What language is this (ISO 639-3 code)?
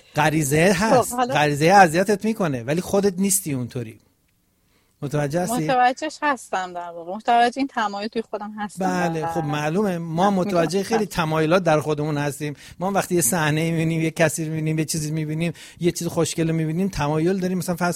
fas